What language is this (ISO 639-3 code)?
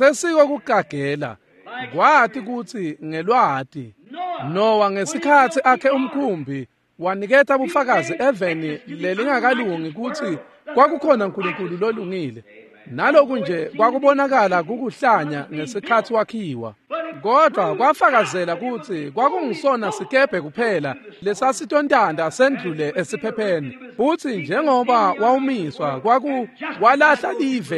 ssw